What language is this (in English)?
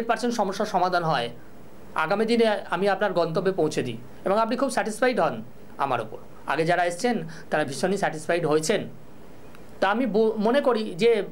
Bangla